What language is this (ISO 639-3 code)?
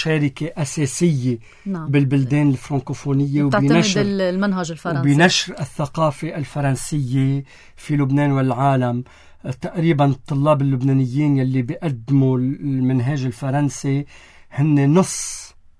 apc